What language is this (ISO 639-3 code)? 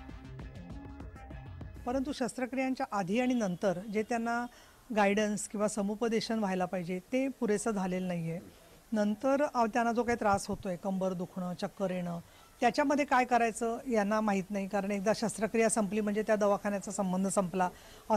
mar